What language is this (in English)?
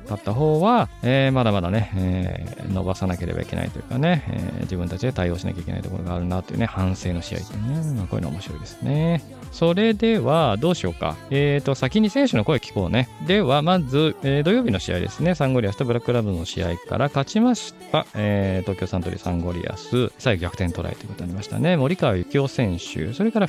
Japanese